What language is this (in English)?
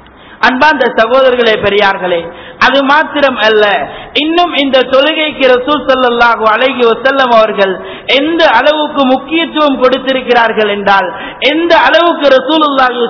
Tamil